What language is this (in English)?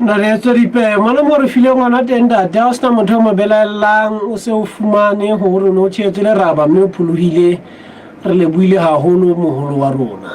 Southern Sotho